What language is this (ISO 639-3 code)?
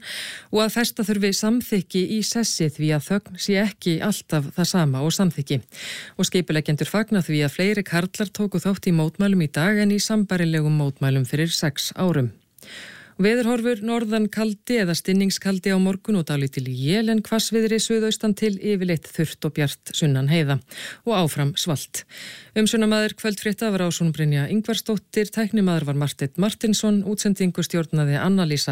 isl